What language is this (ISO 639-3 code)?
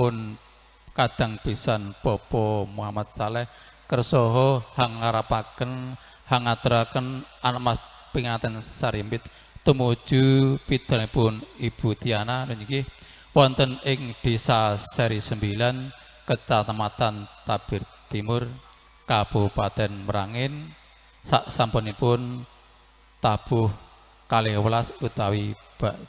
jav